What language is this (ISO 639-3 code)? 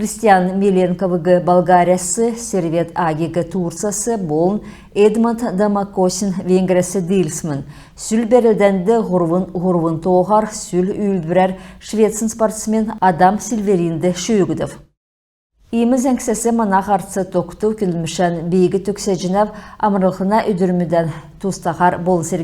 xal